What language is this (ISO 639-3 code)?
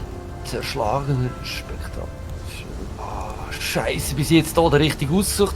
gsw